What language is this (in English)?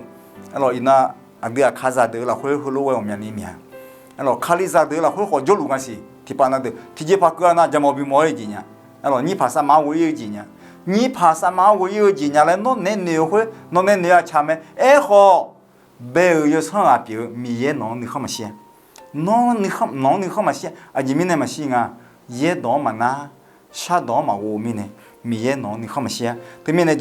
Akha